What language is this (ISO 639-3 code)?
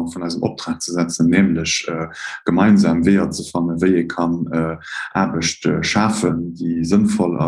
ltz